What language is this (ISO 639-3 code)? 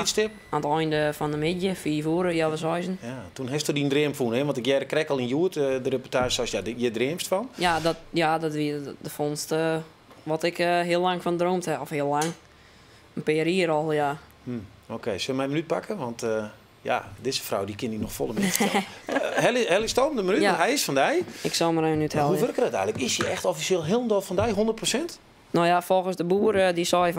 fry